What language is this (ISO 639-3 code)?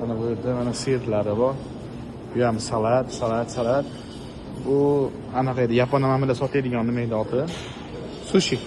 uzb